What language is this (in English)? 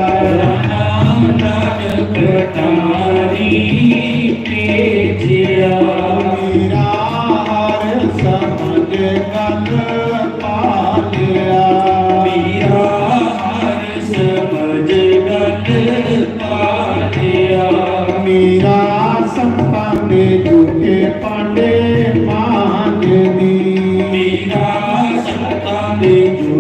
Dogri